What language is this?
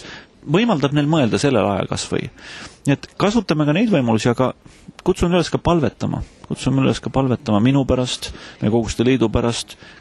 Estonian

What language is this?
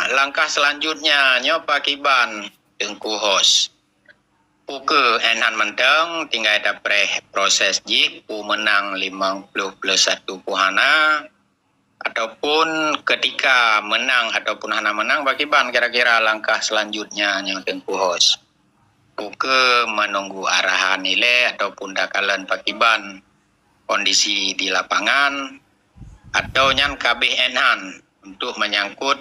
Achinese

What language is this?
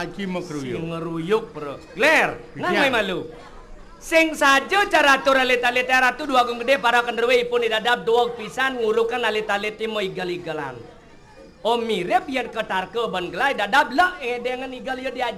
Balinese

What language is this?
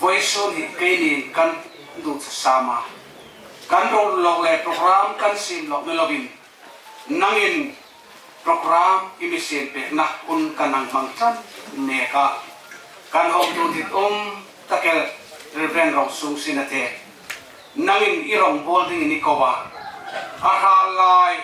Hmar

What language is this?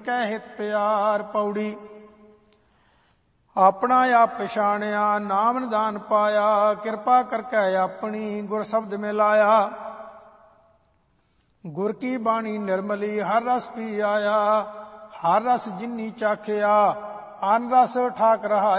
Punjabi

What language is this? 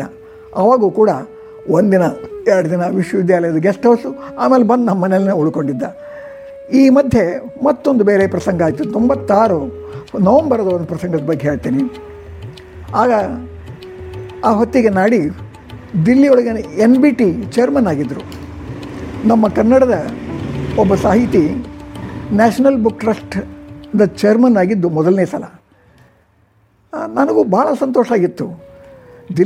Kannada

